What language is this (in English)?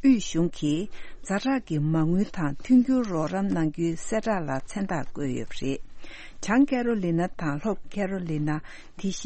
Tibetan